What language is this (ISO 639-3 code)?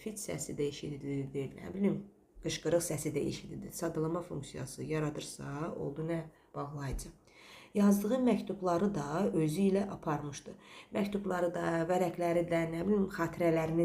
aze